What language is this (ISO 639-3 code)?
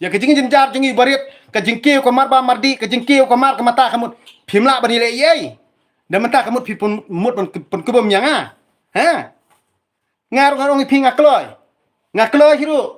kha